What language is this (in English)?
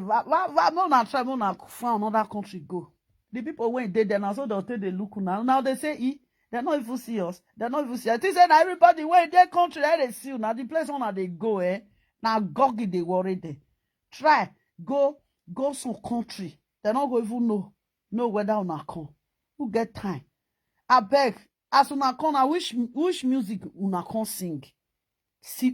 Nigerian Pidgin